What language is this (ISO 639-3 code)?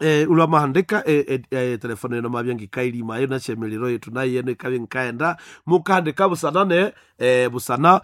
nnb